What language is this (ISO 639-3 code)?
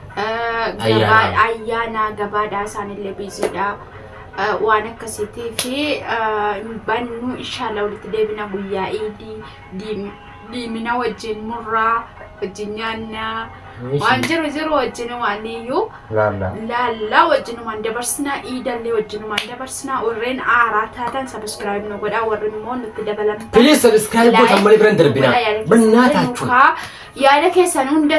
orm